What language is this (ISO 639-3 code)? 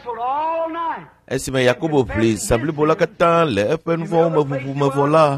ewe